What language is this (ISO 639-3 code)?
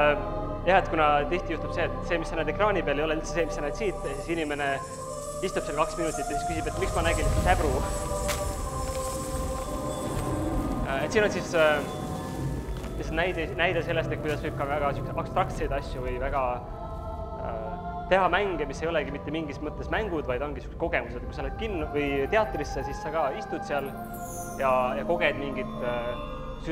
est